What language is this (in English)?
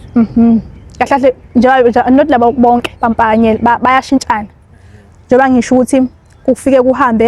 Zulu